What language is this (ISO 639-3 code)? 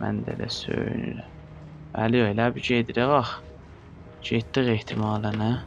azb